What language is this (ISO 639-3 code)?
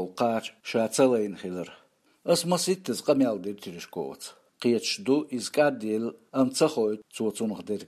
che